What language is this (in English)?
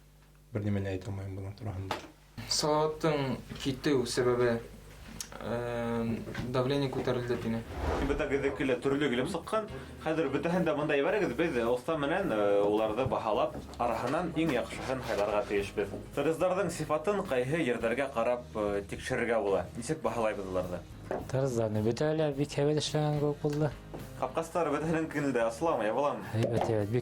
Bashkir